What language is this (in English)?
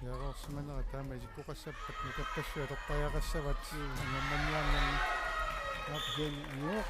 Kalaallisut